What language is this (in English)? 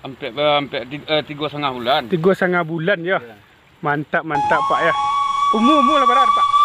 Minangkabau